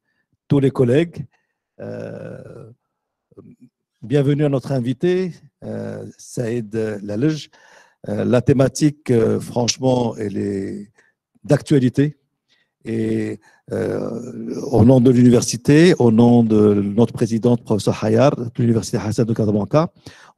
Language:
French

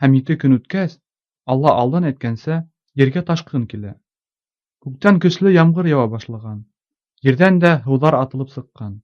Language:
Bashkir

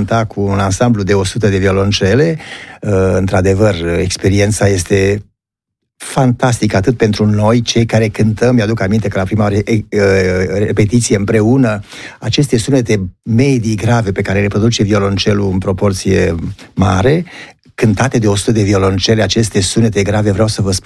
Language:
Romanian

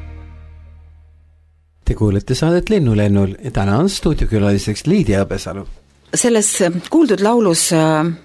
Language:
Estonian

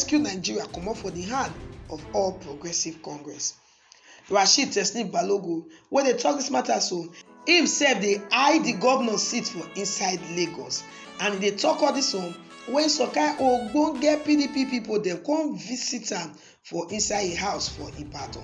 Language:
Nigerian Pidgin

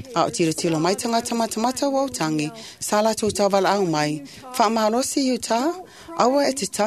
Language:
Samoan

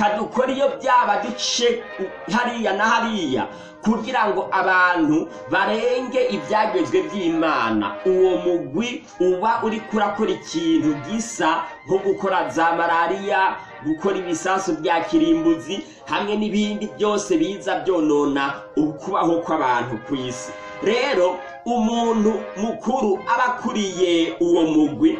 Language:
Rundi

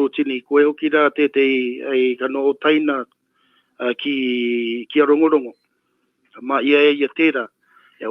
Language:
Māori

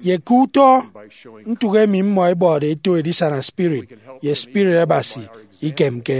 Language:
Efik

